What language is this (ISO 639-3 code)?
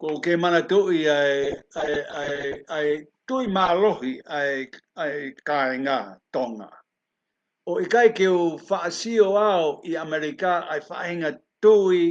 ton